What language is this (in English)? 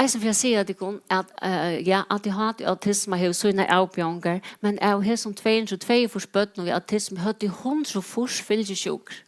Faroese